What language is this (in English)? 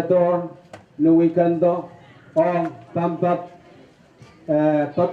Pohnpeian